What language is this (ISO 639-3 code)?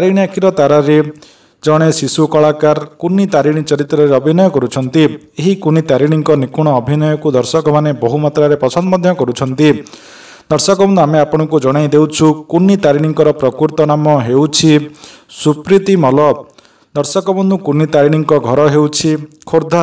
ori